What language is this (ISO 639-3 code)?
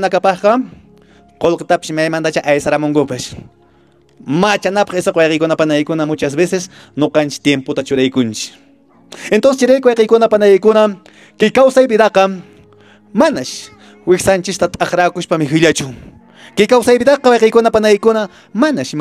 que